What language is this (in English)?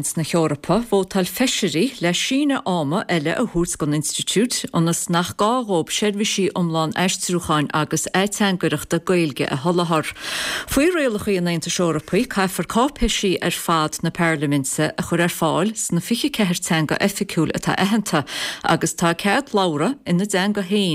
Irish